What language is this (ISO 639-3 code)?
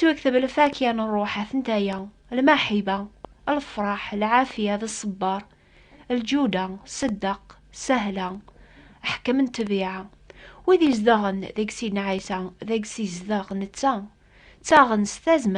kab